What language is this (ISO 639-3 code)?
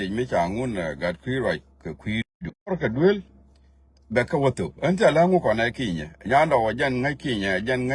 nus